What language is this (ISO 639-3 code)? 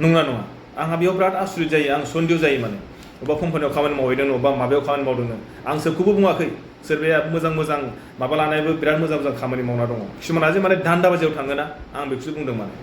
brx